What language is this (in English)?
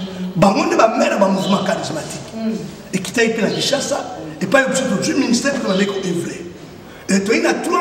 Lingala